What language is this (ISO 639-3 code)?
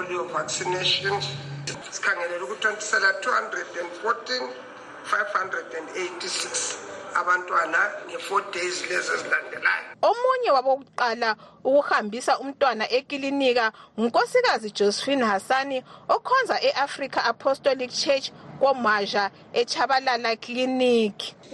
nde